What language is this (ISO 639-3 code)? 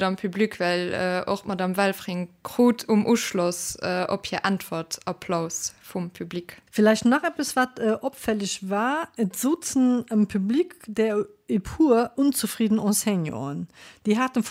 ltz